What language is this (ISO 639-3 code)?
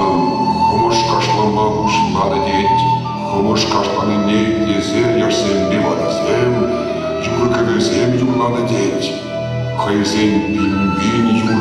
chv